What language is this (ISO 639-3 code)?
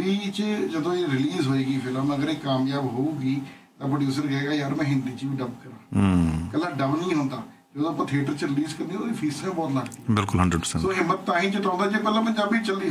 pan